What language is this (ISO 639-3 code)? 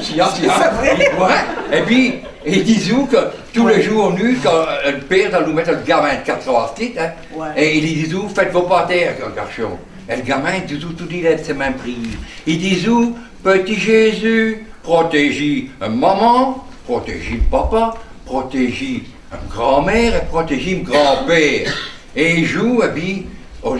pcd